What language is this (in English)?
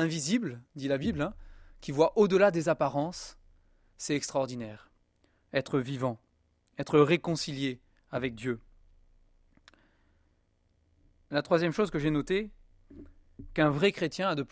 French